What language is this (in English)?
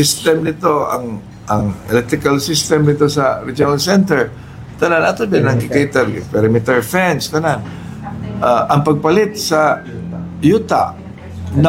Cebuano